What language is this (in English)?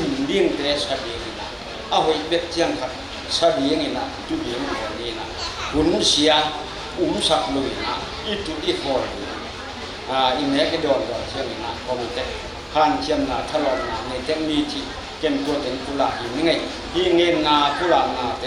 Tedim Chin